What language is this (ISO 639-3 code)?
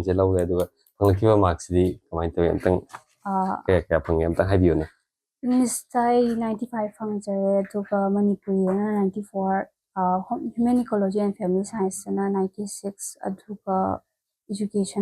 mni